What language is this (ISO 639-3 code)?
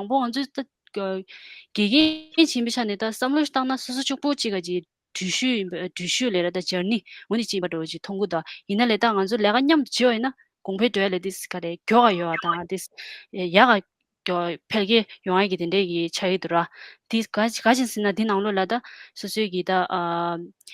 bod